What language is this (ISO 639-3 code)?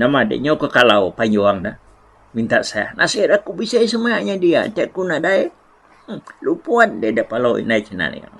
iba